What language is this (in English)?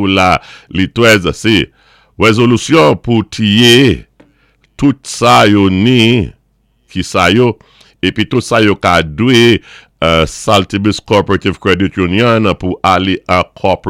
Saint Lucian Creole French